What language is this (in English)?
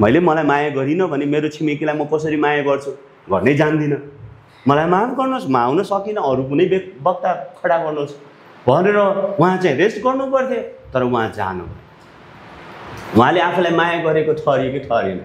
Nepali